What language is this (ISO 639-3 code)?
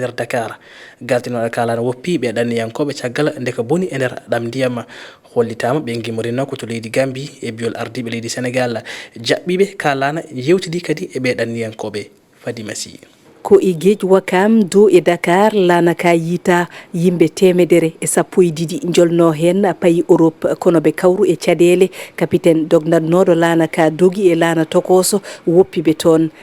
ful